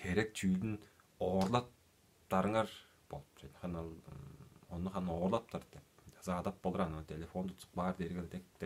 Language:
Tuvinian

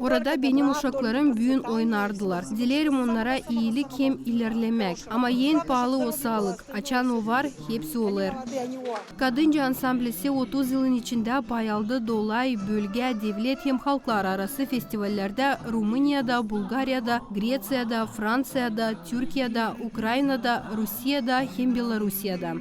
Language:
Gagauz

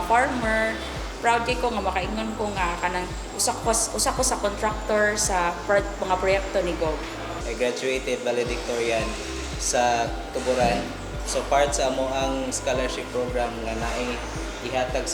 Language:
Cebuano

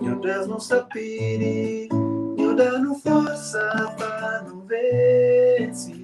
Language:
Kabuverdianu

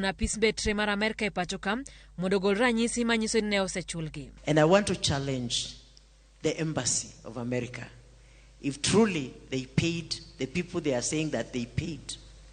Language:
Luo (Kenya and Tanzania)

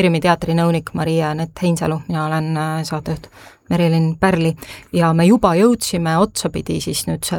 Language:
Estonian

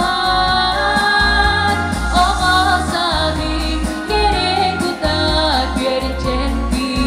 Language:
Yakut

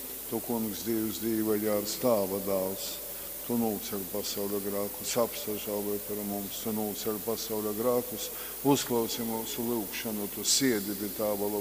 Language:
Latgalian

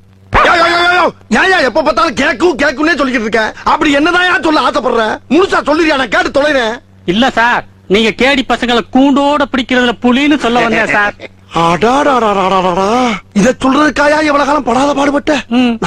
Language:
Tamil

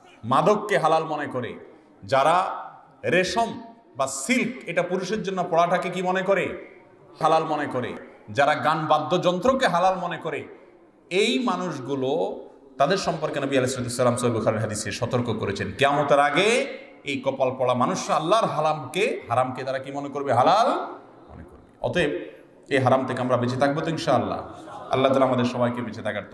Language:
Bangla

